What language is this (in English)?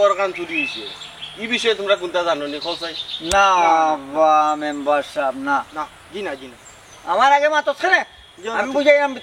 Sylheti